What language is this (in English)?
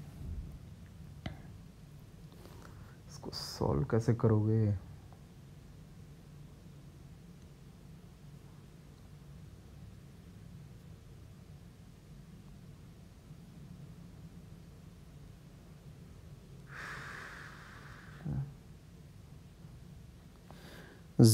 Hindi